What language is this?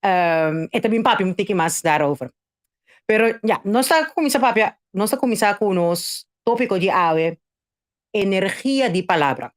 Papiamento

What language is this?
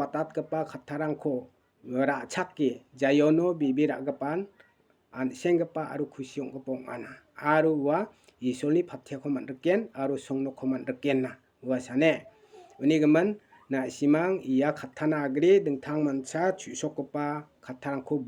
Garo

